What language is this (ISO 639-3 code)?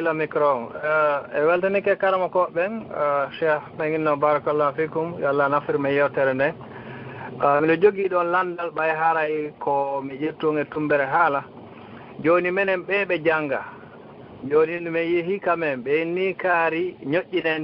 ful